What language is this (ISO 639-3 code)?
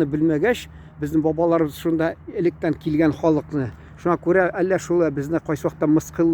tat